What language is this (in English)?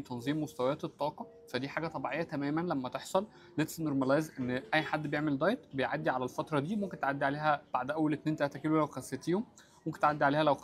Egyptian Arabic